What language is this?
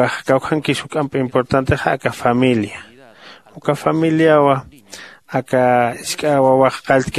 Aymara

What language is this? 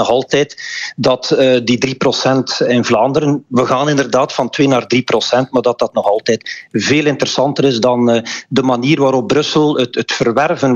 Dutch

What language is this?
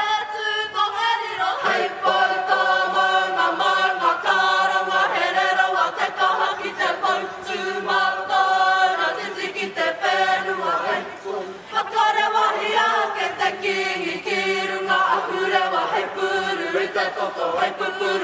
Māori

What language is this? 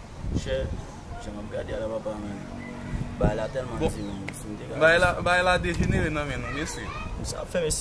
Haitian Creole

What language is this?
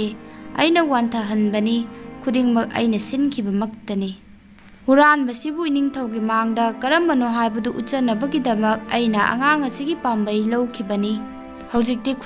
Manipuri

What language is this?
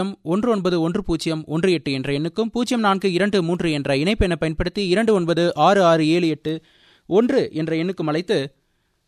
Tamil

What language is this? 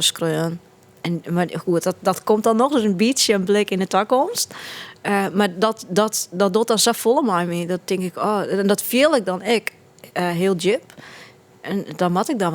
Western Frisian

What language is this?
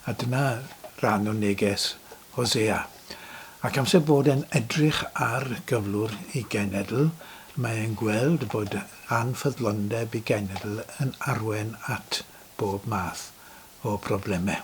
Welsh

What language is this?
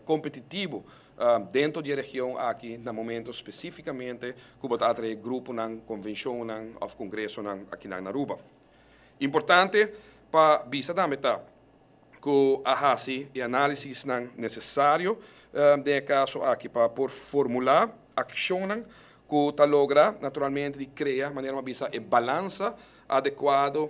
Papiamento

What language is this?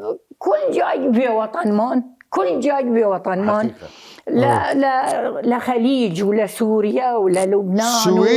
Southern Kurdish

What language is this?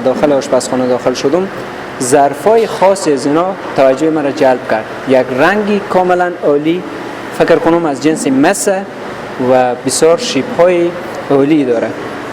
Persian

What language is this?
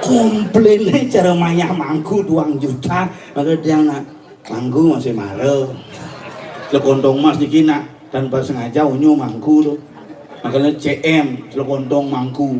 Balinese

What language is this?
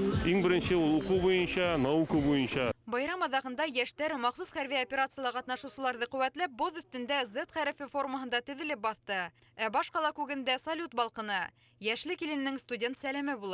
Bashkir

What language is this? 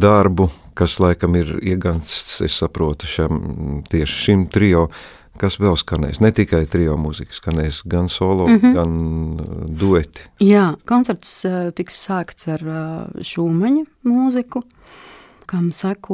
Latvian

